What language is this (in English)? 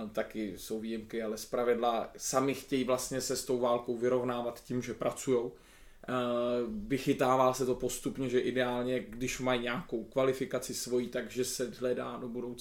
Czech